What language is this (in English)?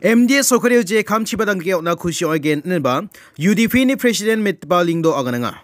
Garo